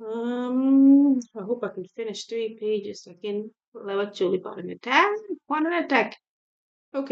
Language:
Acoli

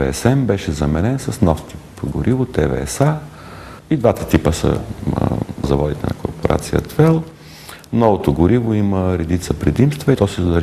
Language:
Bulgarian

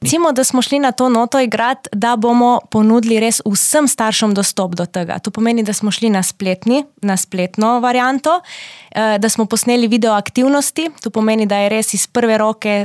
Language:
Slovenian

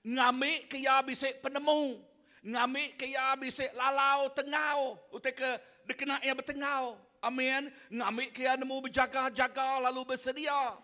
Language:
Iban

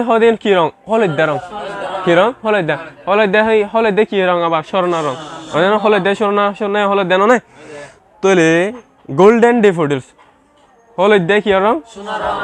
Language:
Rohingya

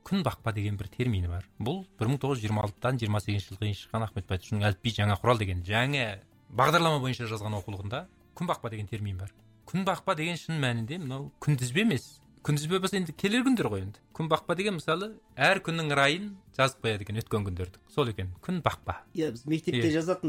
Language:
Kazakh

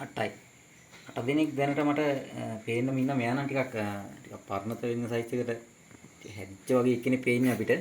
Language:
Sinhala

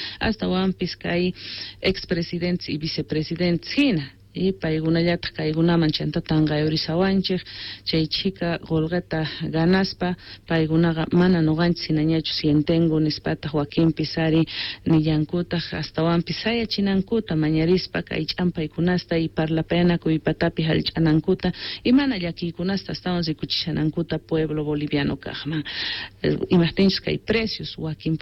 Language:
Quechua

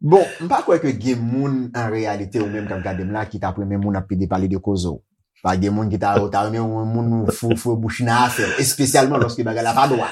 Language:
Haitian Creole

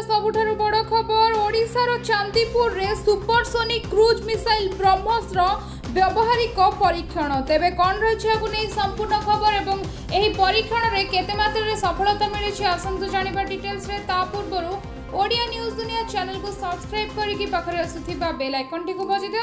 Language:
Odia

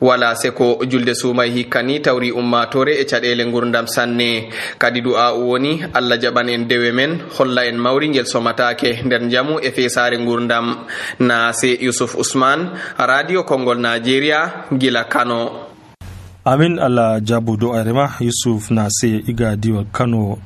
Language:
Nigerian Fulfulde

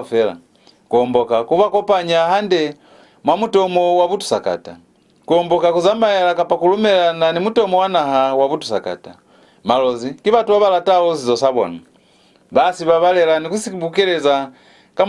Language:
Lozi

